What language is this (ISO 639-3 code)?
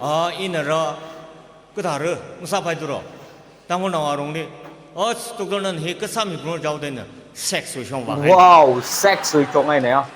nmf